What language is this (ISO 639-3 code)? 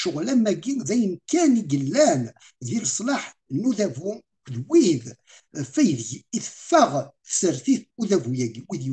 kab